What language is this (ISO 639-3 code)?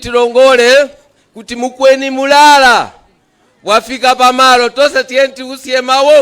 nya